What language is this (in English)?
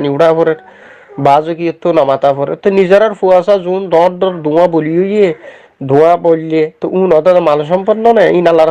Rohingya